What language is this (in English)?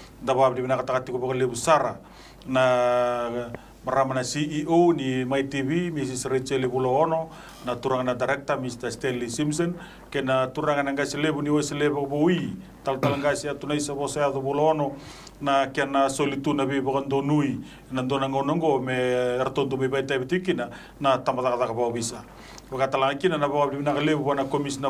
Fijian